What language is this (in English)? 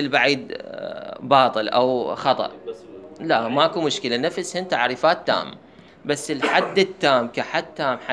Mesopotamian Arabic